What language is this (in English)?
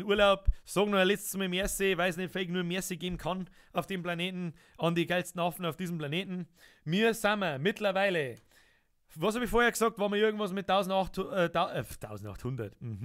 Bavarian